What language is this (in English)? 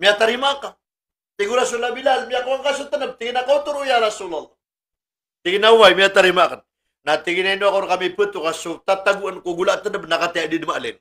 Maranao